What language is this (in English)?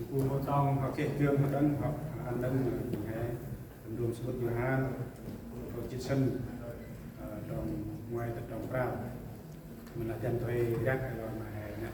Central Mnong